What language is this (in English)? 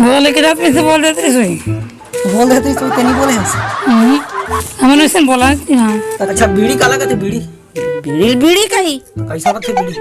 Chhattisgarhi